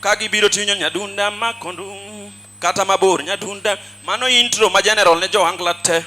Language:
Luo (Kenya and Tanzania)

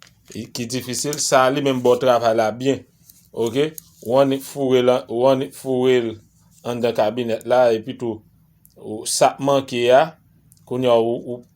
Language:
Haitian Creole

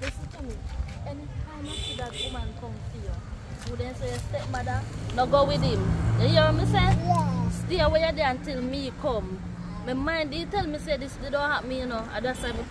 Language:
Jamaican Creole English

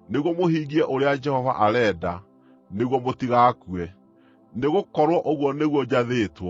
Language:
Kikuyu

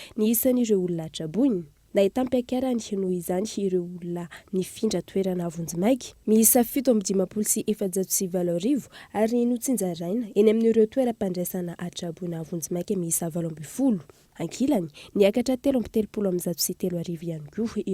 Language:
Malagasy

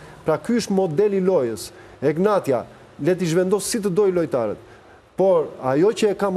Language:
Albanian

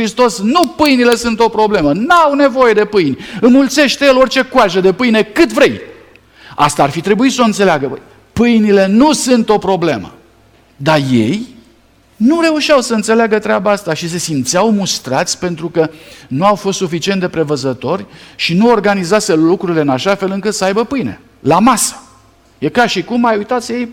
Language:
Romanian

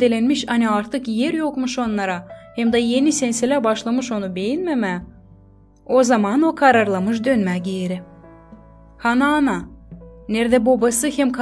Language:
Gagauz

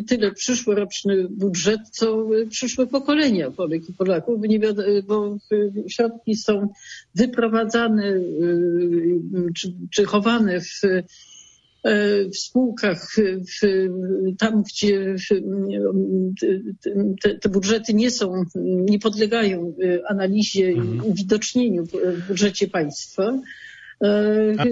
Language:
Polish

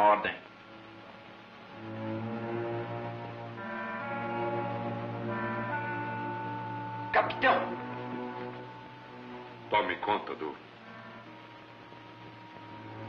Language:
Portuguese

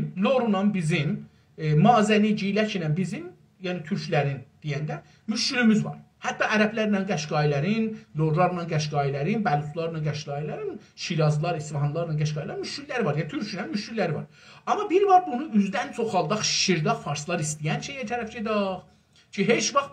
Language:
South Azerbaijani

